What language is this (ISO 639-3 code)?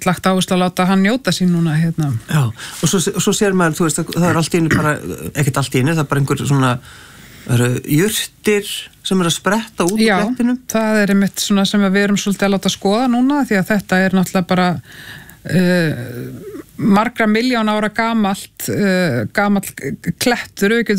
isl